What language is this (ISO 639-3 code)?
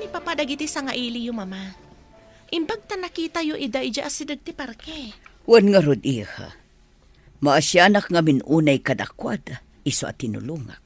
ilo